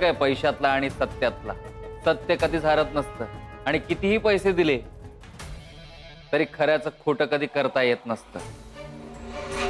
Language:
Marathi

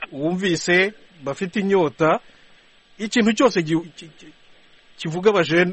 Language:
Kinyarwanda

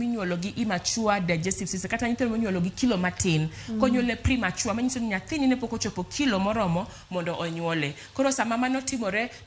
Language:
Luo (Kenya and Tanzania)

